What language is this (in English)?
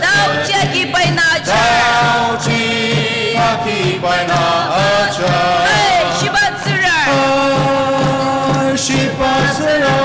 Ao Naga